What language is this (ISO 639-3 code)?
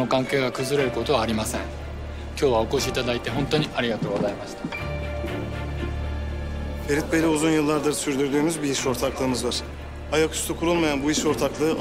tur